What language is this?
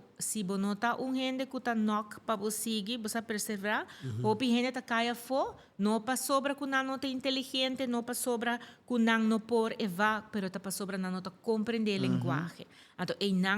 Papiamento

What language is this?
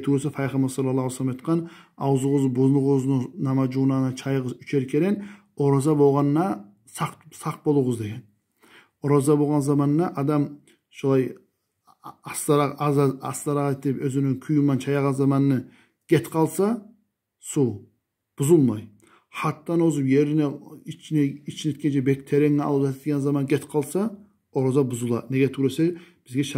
Kumyk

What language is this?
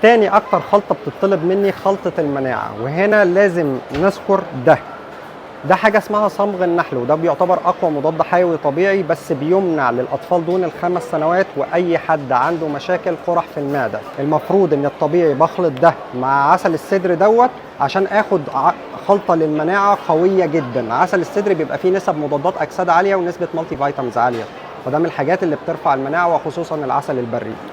Egyptian Arabic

